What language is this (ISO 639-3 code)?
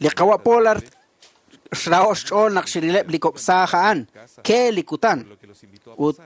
kek